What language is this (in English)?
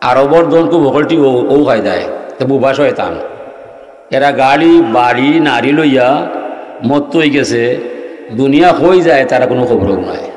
Sylheti